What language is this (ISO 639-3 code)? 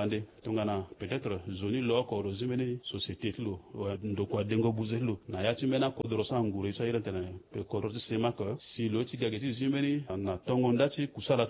sag